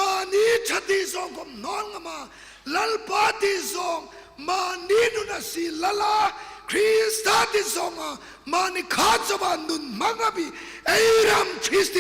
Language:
Hmar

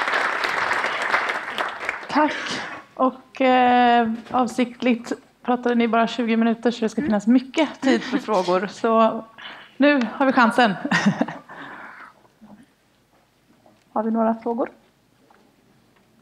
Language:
Swedish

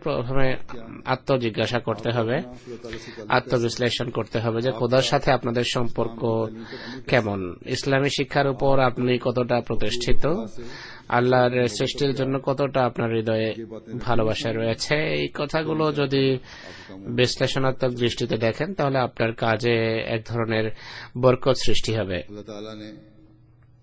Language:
Bangla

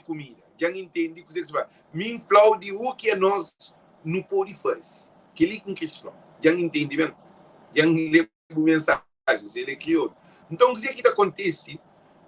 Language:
Kabuverdianu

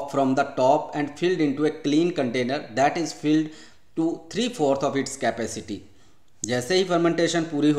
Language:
Hindi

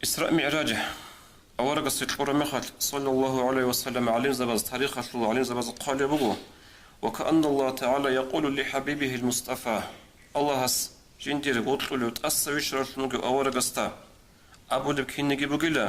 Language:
Avaric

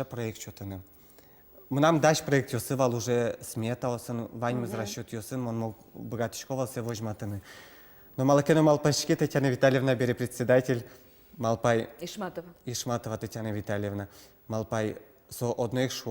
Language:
Udmurt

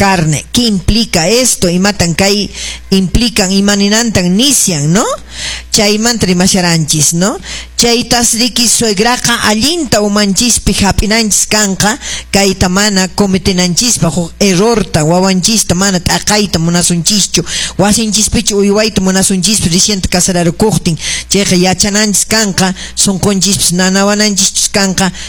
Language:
Quechua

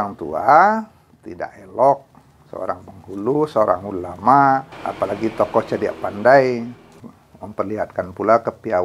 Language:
Minangkabau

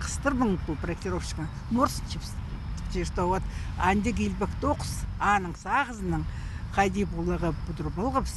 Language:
Khakas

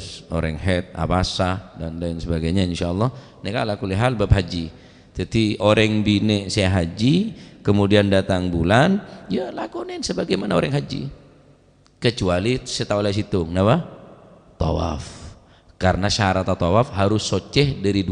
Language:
Madurese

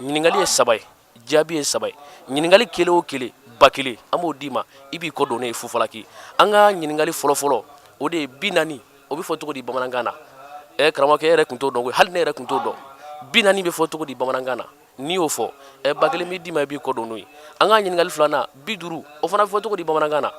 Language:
Bambara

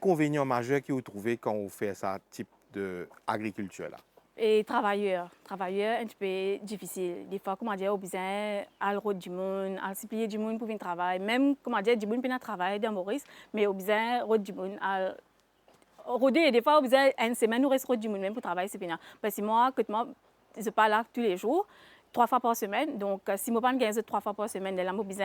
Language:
Morisyen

